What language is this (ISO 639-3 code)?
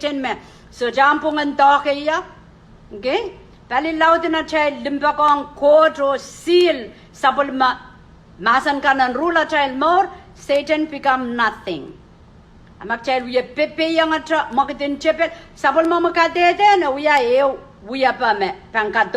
pon